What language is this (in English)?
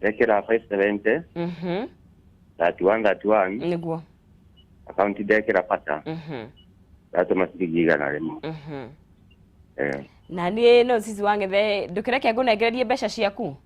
Kikuyu